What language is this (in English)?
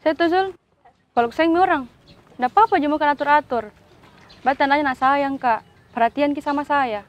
Makassar Malay